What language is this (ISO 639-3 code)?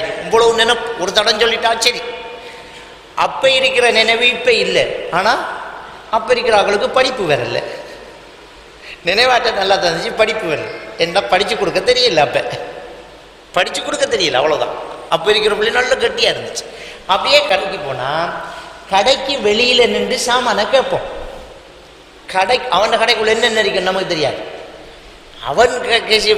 tam